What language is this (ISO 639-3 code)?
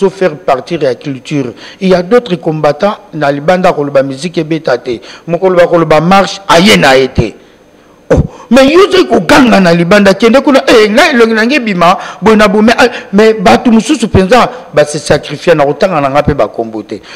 lin